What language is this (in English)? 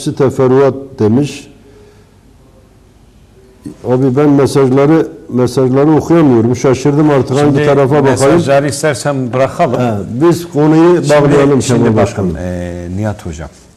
Turkish